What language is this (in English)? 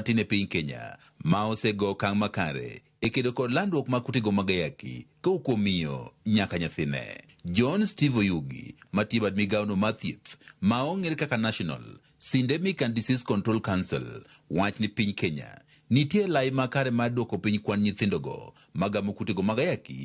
Luo (Kenya and Tanzania)